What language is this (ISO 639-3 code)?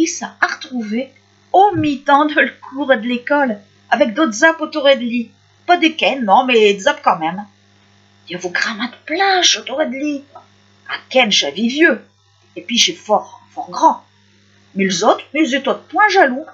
pcd